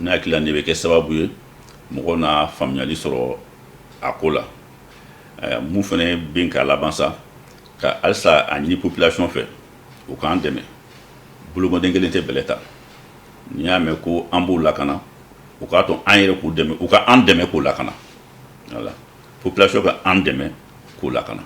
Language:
Bambara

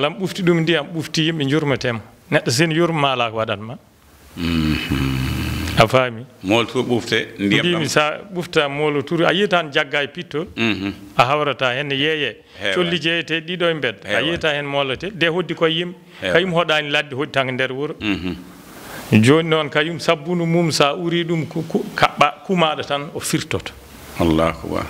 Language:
Fula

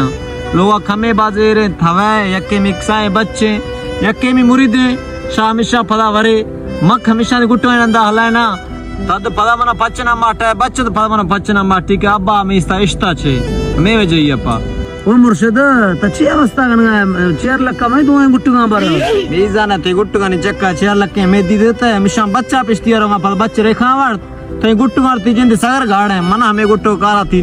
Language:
Baluchi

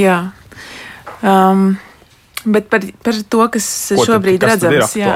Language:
Latvian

